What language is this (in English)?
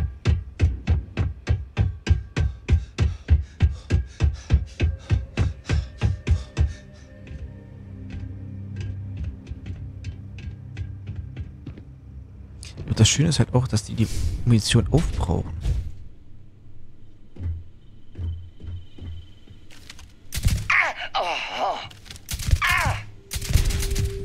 German